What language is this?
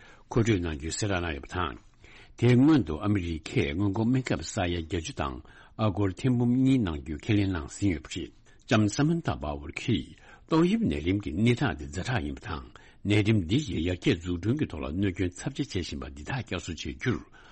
Tibetan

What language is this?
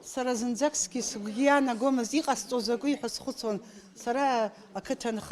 Abkhazian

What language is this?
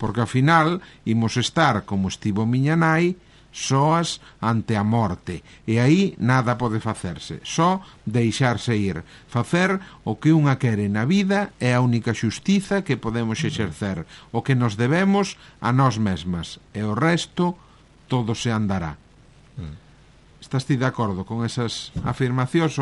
Galician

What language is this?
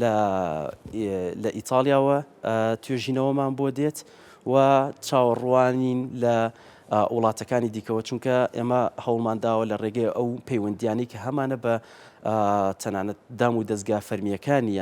Central Kurdish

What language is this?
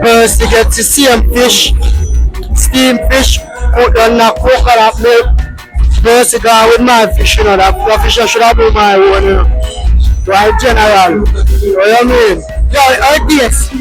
Jamaican Creole English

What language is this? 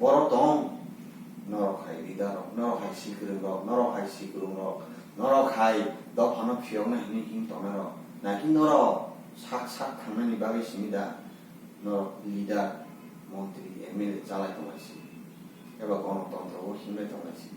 Kok Borok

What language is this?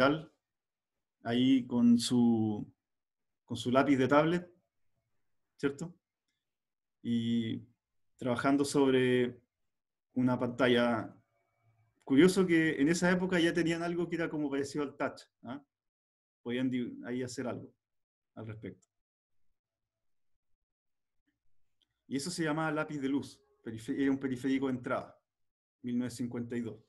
Spanish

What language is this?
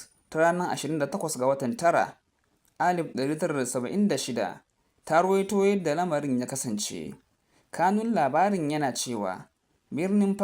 Hausa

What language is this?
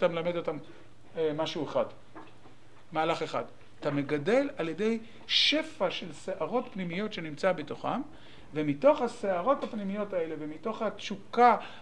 Hebrew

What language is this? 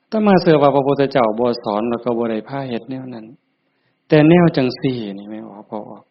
Northeastern Thai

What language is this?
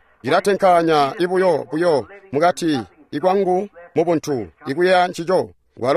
Tonga (Zambia)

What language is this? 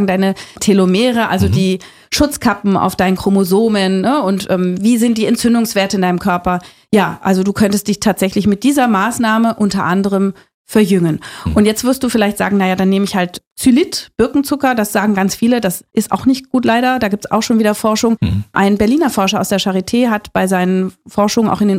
German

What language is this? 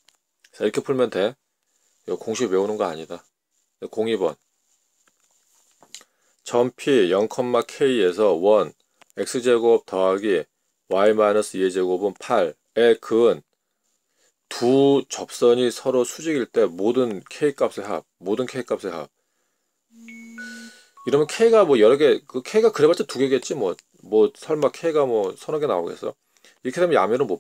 Korean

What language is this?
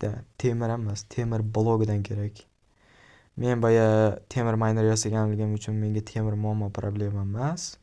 Uzbek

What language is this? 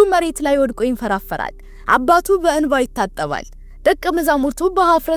Amharic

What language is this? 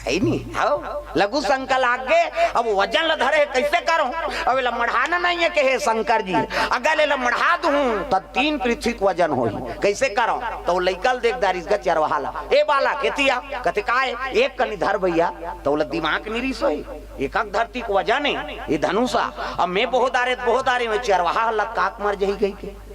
Chhattisgarhi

